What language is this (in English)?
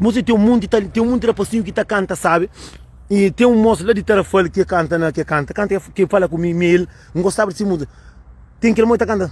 Kabuverdianu